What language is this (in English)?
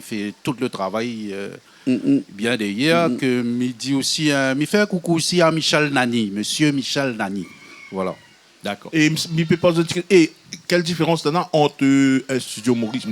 Réunion Creole French